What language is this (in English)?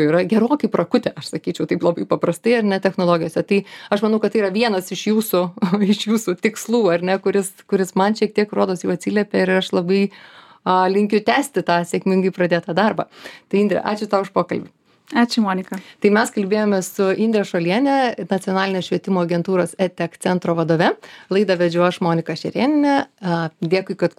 Lithuanian